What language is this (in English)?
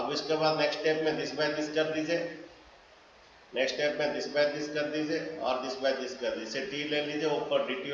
Hindi